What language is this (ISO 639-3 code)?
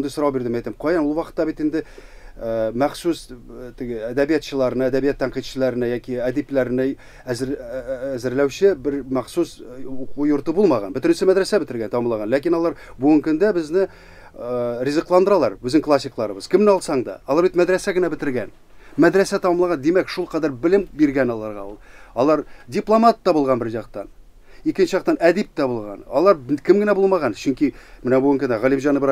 tat